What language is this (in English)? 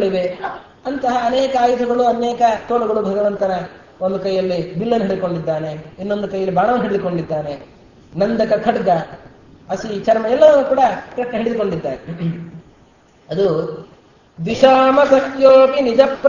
Kannada